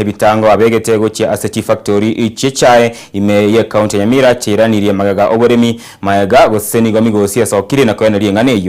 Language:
Gusii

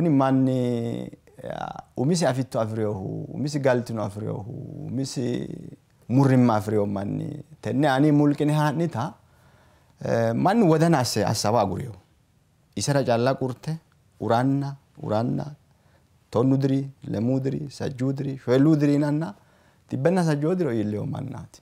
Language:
Sidamo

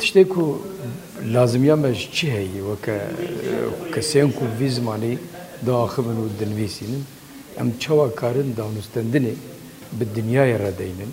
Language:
Kurdish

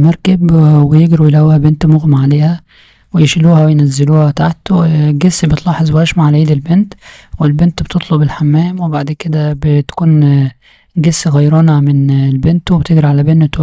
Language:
Egyptian Arabic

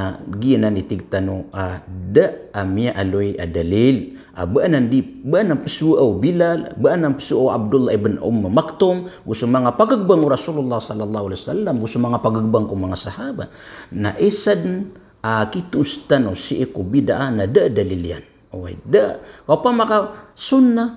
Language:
Maranao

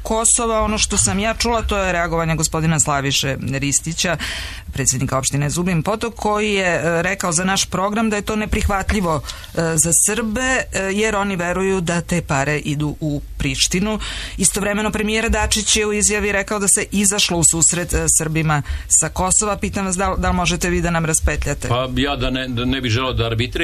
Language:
Serbian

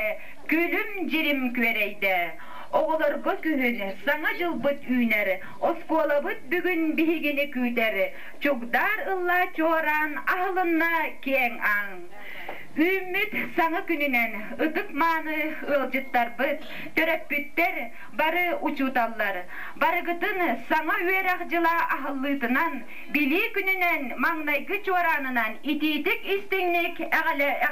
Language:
Yakut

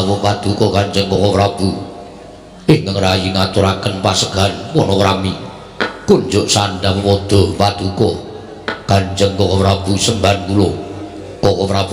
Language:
Javanese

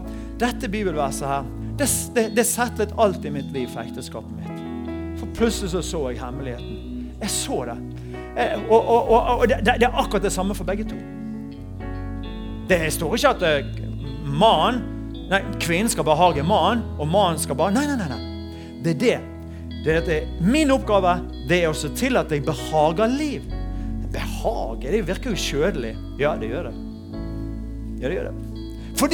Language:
Norwegian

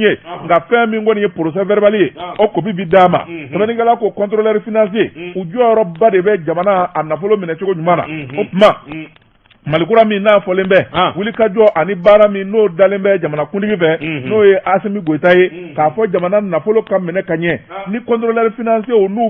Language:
Bambara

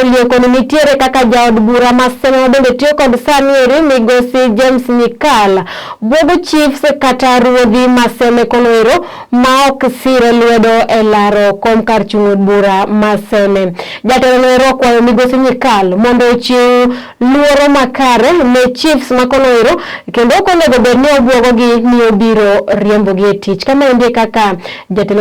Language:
Luo (Kenya and Tanzania)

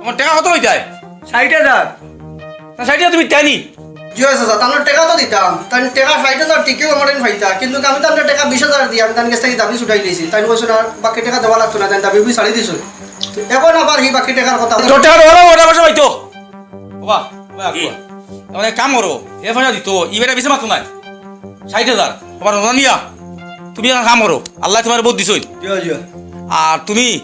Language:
Sylheti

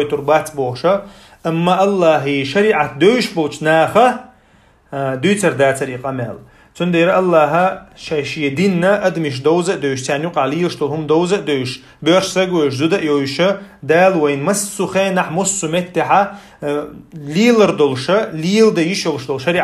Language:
Chechen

